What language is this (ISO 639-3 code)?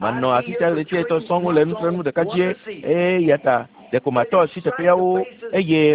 ewe